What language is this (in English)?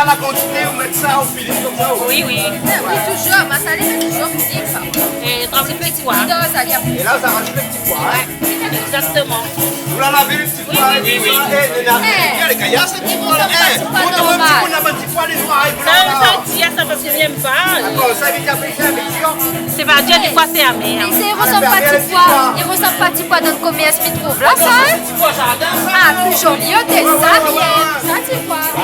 Réunion Creole French